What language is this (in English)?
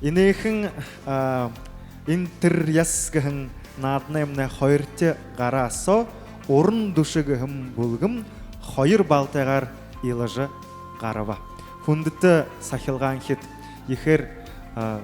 Buriat